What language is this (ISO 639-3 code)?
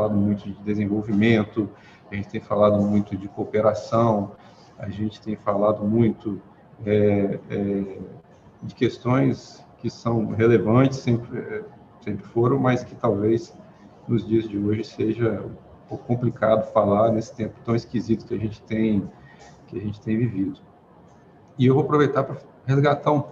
por